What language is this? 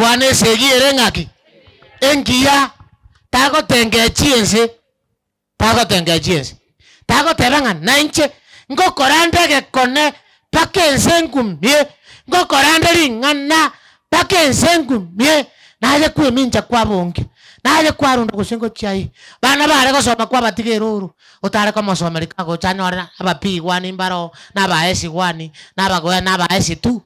Gusii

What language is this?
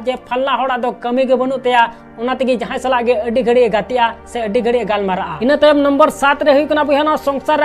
Santali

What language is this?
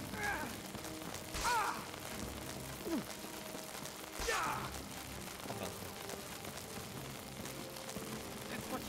Hungarian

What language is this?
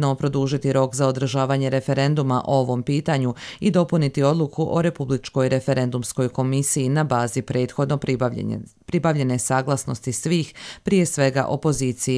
Croatian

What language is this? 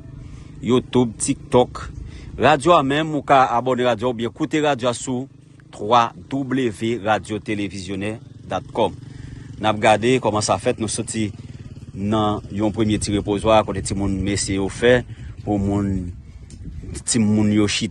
Haitian Creole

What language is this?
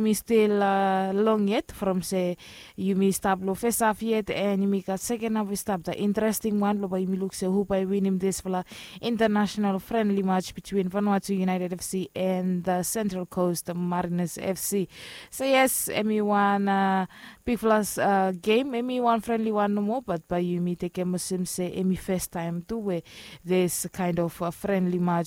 Bislama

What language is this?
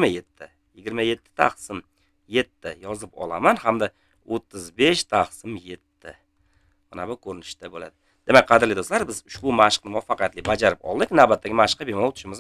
Uzbek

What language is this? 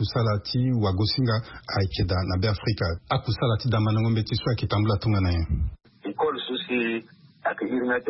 Sango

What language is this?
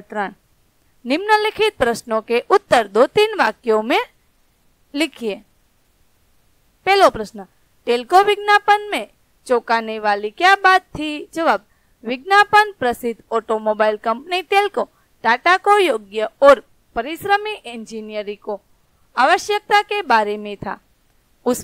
Hindi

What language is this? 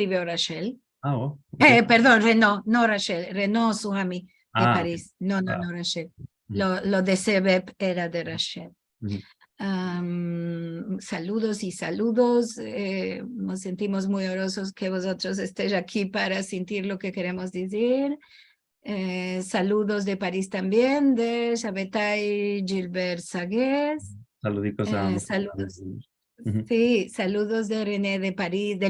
Ladino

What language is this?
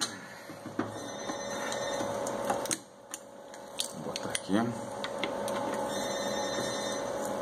Portuguese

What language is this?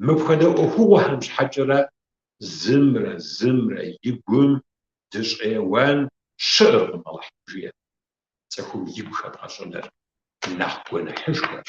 Kabardian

